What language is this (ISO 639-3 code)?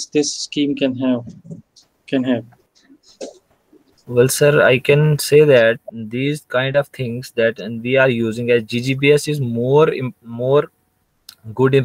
eng